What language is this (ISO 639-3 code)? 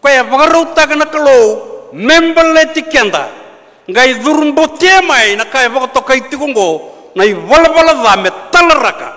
fij